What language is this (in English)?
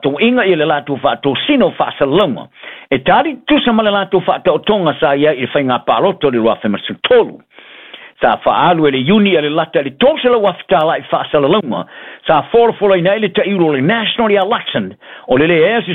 Samoan